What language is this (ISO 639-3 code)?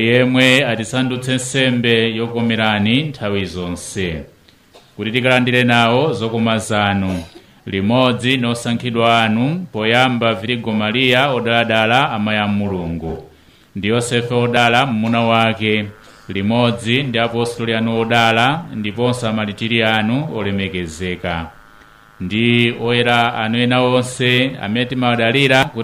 nya